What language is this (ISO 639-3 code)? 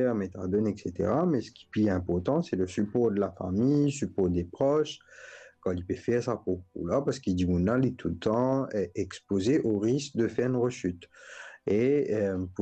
mfe